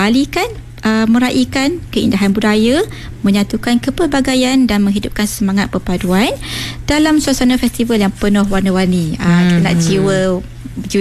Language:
Malay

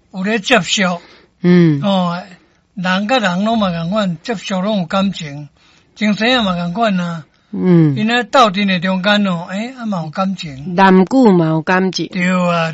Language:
Min Nan Chinese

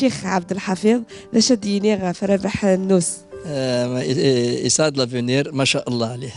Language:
Kabyle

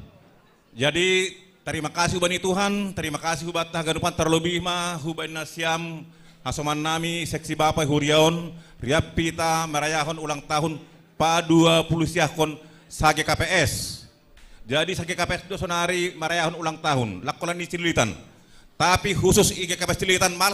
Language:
Batak Simalungun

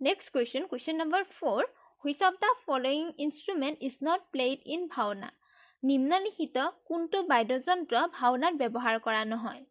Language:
Assamese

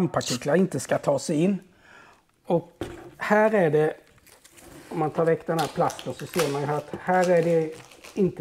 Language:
Swedish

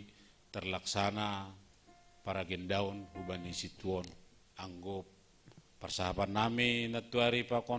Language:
Batak Simalungun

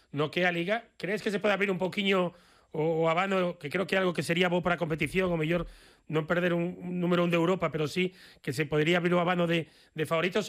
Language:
Galician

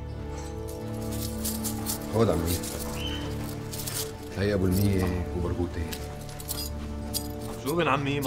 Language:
North Levantine Arabic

